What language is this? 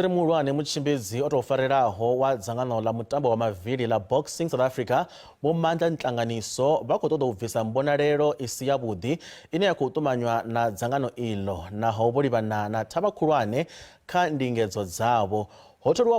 Venda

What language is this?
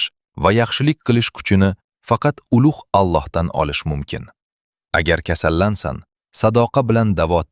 Uzbek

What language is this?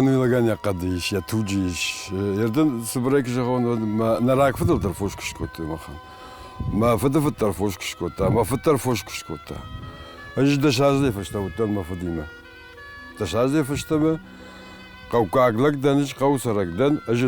Ossetic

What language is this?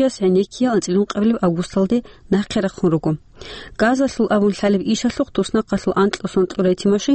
Avaric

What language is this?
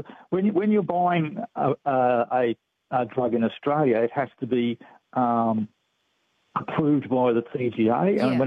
English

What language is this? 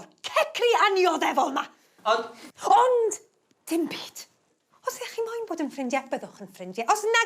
Welsh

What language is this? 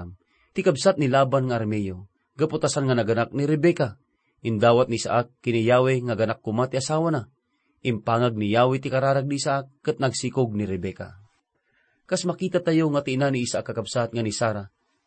Iloko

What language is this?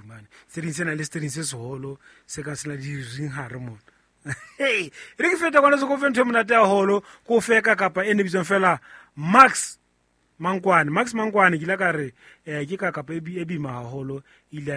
Southern Sotho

